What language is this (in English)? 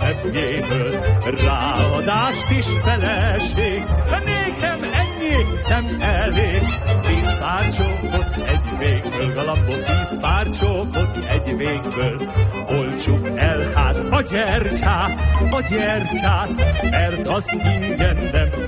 Hungarian